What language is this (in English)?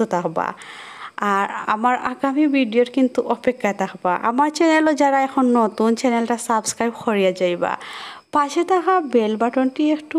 Sylheti